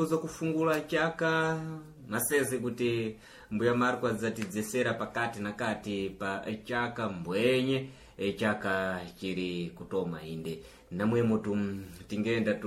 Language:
Sena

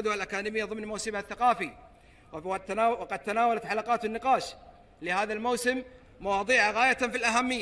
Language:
Arabic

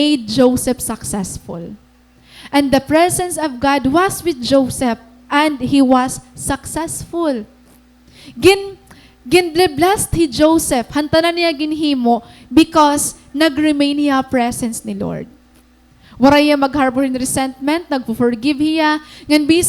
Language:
Waray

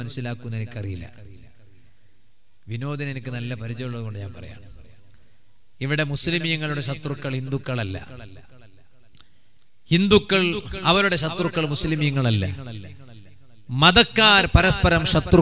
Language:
Malayalam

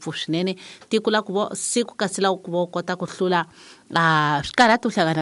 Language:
Tsonga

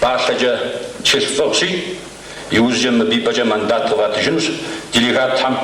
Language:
Kabardian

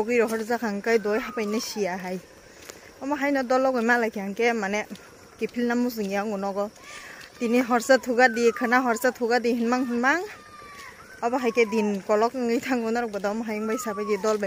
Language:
Kok Borok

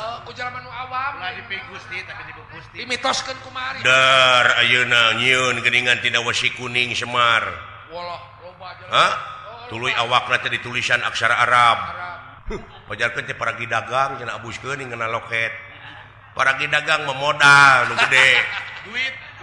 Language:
Sundanese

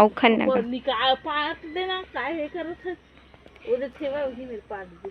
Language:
Chhattisgarhi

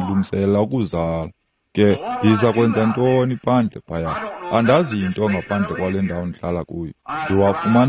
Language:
Xhosa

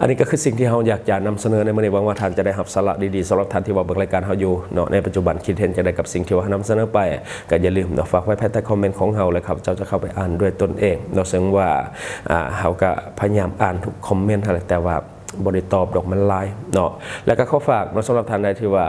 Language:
Lao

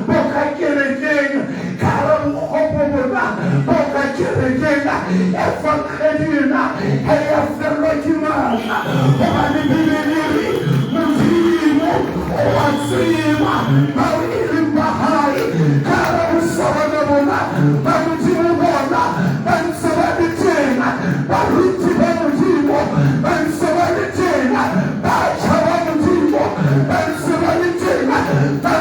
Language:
Southern Sotho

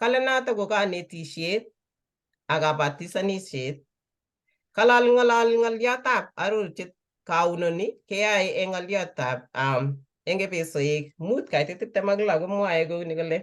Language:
Kalenjin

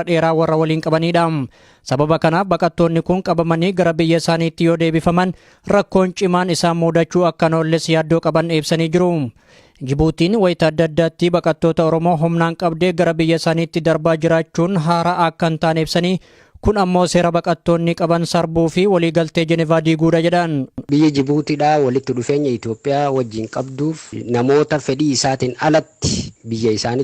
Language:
Oromo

